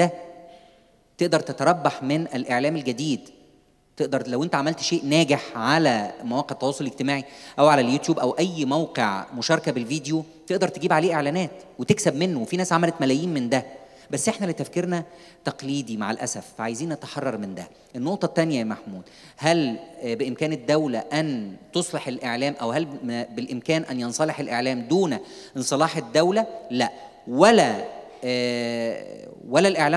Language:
Egyptian Arabic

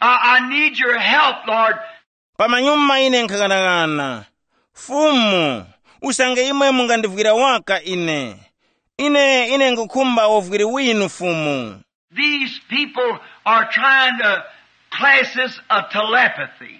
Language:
Tumbuka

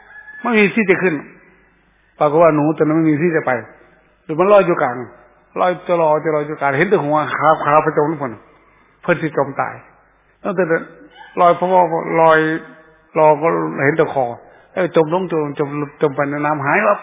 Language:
Thai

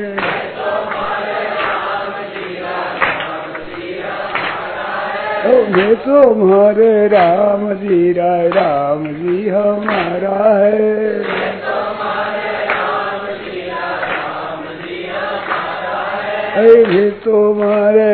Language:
Hindi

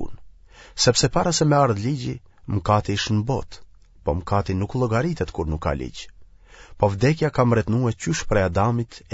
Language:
Albanian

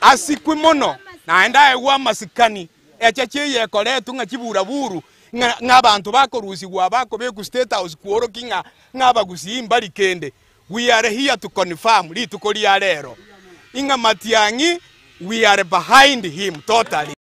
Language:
Gusii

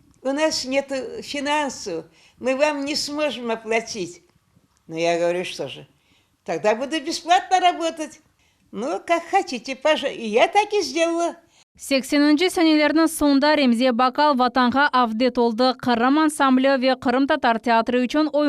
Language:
Crimean Tatar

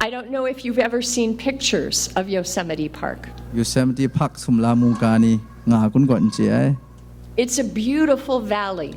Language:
Kachin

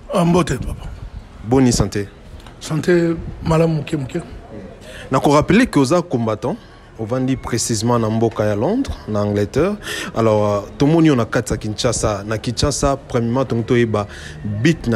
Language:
Lingala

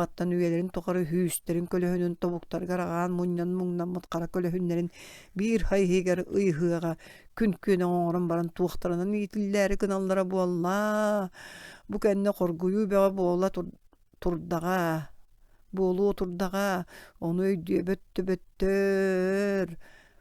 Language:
Yakut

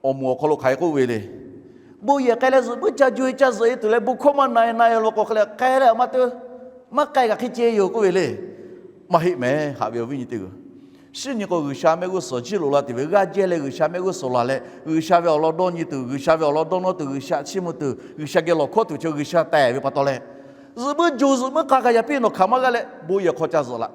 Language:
Lahu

